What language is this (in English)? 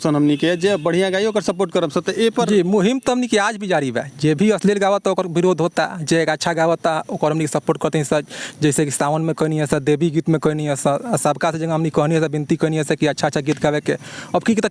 Bhojpuri